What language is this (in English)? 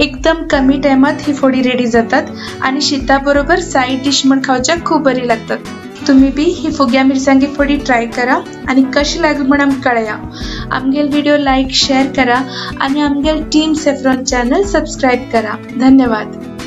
Konkani